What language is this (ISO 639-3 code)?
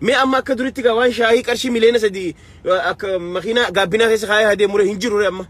orm